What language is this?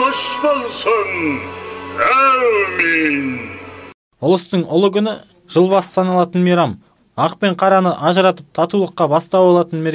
Kazakh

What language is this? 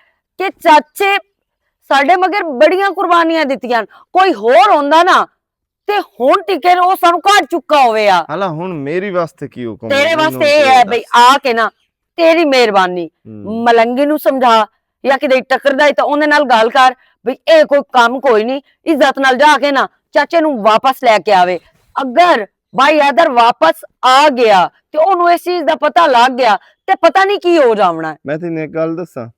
Western Panjabi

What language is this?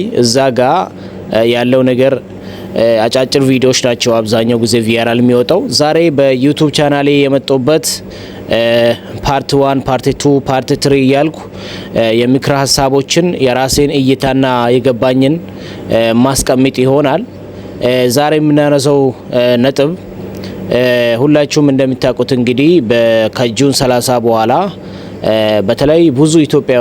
Amharic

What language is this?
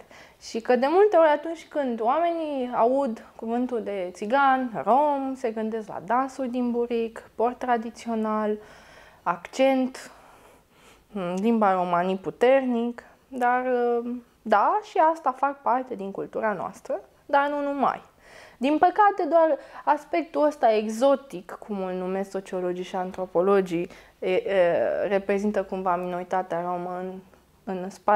Romanian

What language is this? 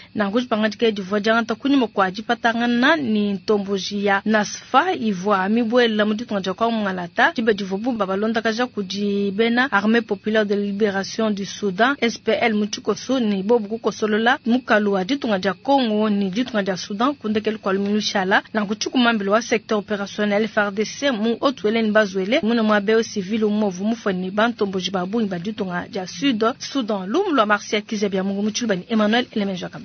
Luba-Lulua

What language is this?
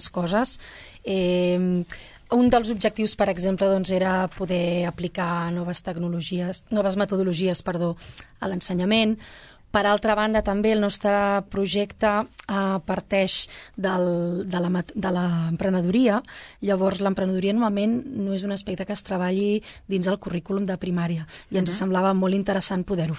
Catalan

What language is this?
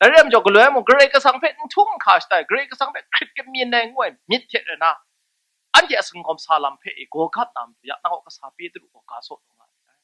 Kachin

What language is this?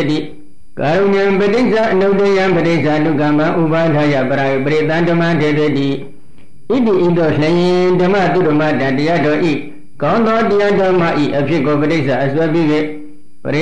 Burmese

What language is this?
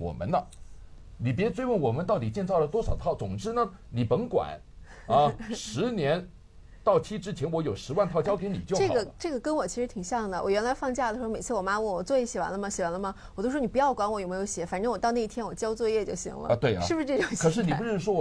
Chinese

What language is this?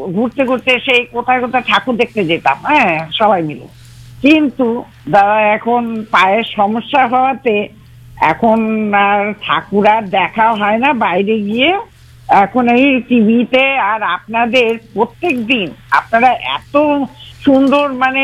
Bangla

